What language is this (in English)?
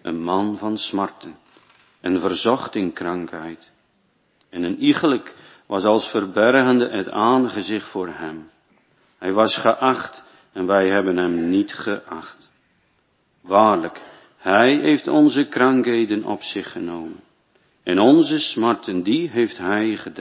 Dutch